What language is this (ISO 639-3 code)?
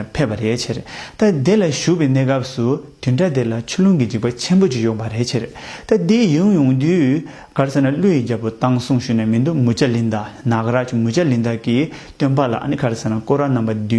bod